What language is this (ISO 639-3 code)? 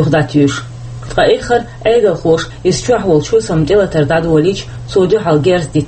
che